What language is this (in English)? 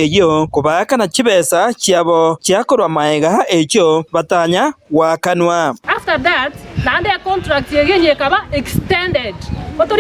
Gusii